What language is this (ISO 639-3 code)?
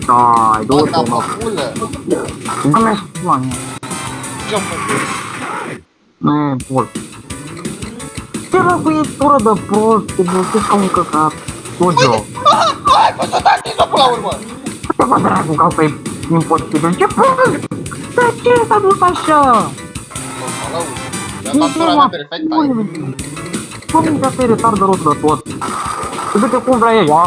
ron